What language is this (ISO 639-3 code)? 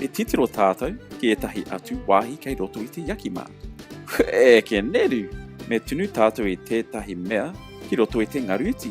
mri